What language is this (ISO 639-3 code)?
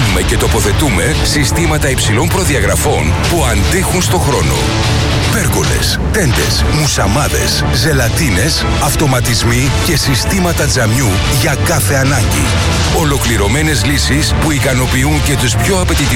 ell